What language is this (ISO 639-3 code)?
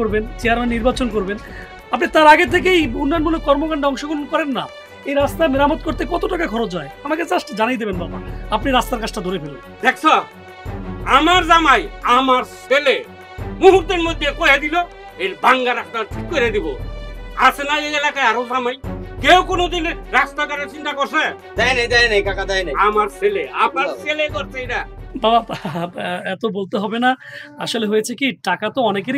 ben